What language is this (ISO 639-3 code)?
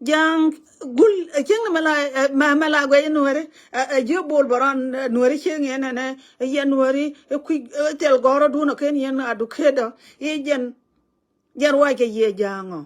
nus